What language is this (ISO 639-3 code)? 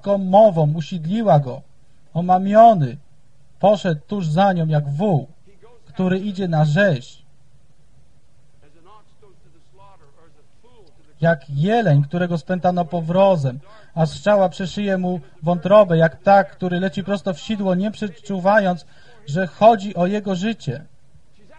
pol